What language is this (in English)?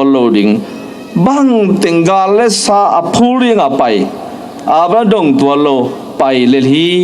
Tedim Chin